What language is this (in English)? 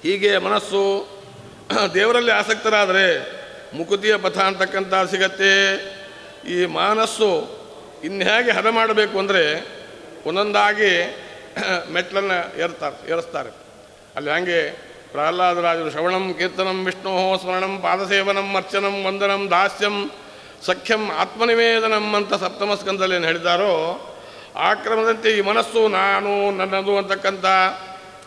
Kannada